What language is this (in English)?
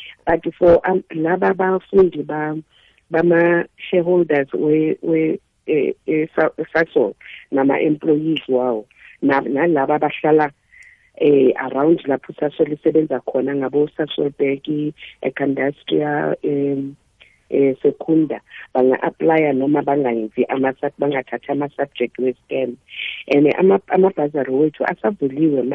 South Ndebele